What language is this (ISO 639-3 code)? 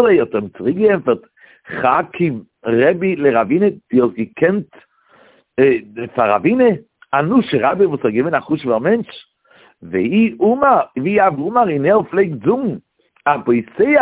yid